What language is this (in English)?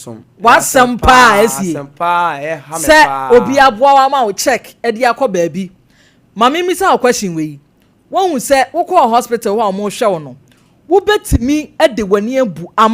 Akan